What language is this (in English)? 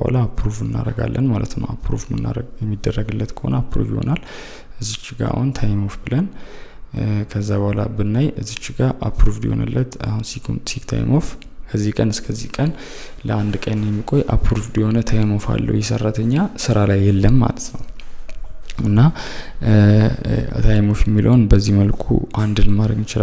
Amharic